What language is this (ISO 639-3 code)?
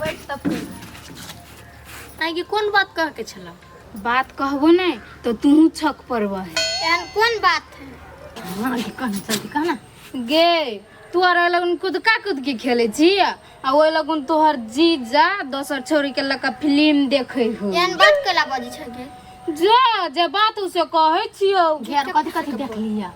mai